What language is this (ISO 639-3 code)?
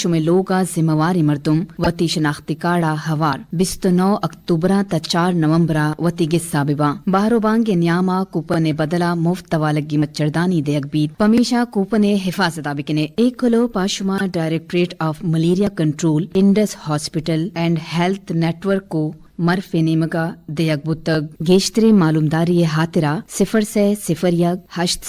bgp